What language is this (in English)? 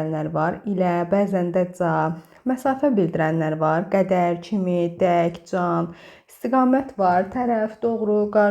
Azerbaijani